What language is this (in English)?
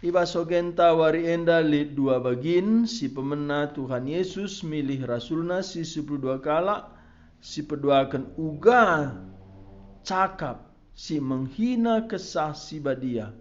Batak Karo